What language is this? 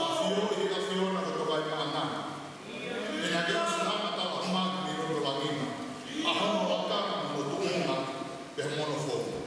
Tongan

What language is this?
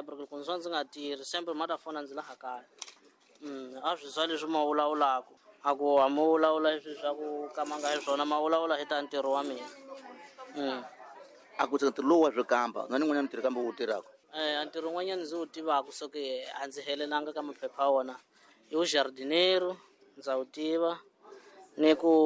Tsonga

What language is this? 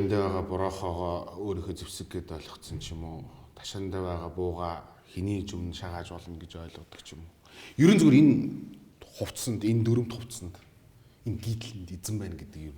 Mongolian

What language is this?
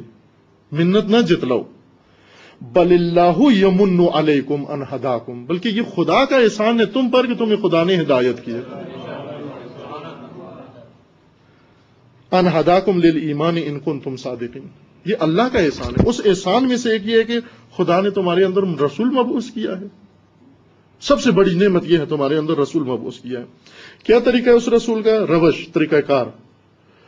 Urdu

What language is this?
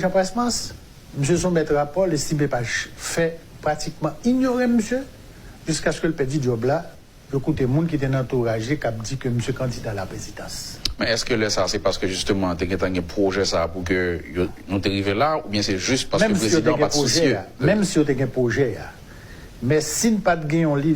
Haitian Creole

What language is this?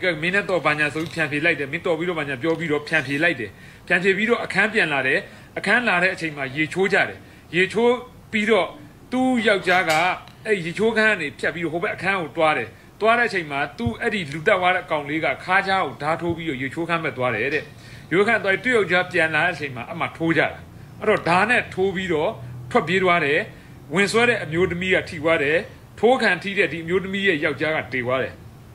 Burmese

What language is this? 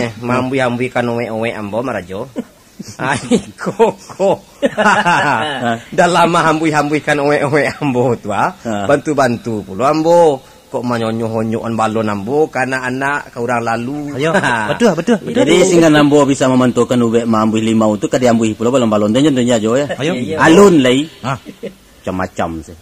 Minangkabau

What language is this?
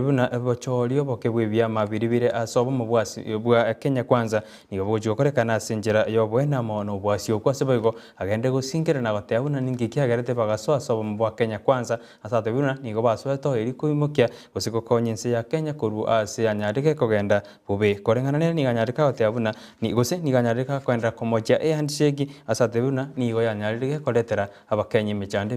Gusii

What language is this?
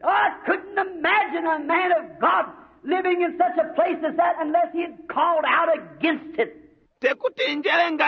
Bemba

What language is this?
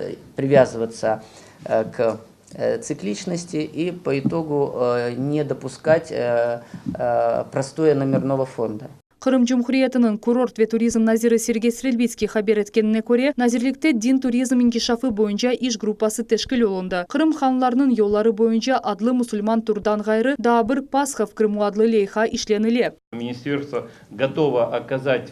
Crimean Tatar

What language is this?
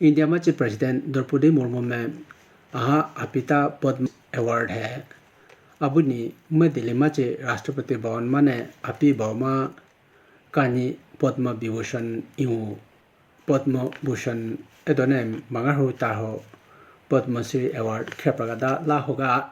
Idu-Mishmi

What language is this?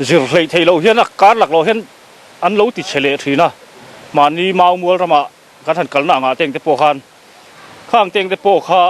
Mizo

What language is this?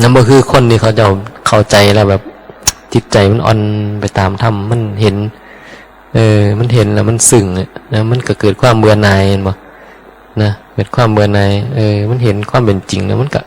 Northeastern Thai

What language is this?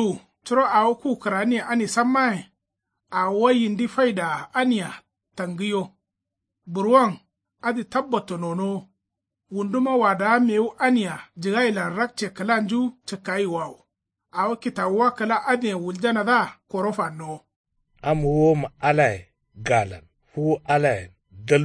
Kanuri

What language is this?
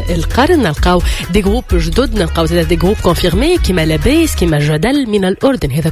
Tunisian Arabic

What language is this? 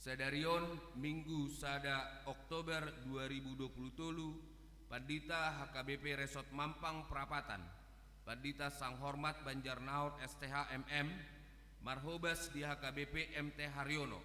Batak Toba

